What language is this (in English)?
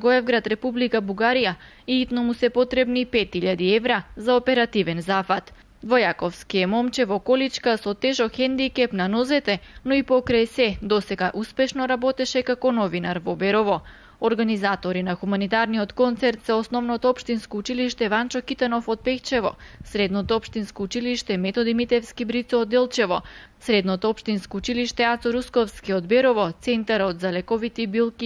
Macedonian